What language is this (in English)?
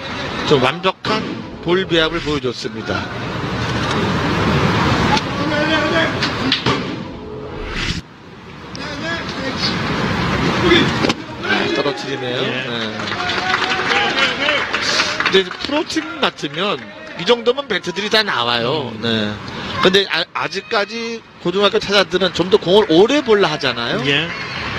Korean